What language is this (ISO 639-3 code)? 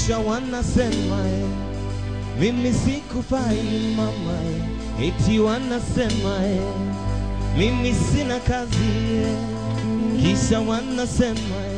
swa